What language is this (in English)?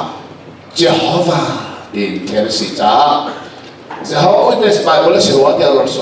Hakha Chin